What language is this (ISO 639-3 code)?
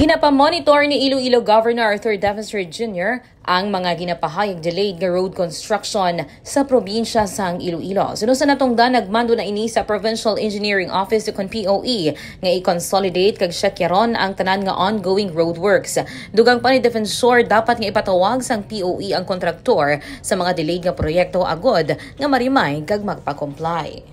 hil